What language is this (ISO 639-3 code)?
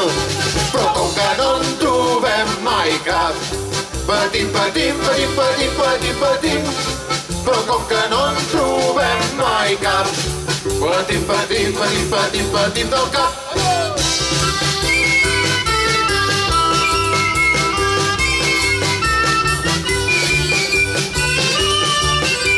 cat